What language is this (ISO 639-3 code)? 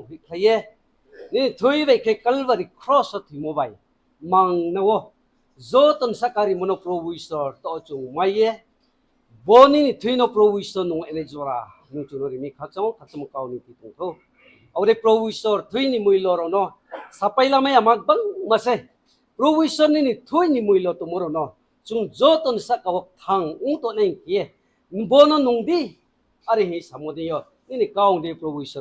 ria